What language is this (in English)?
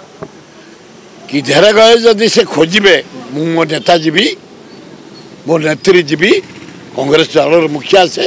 Odia